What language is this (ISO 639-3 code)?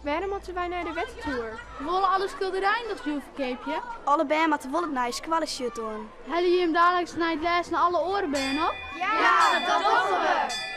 fry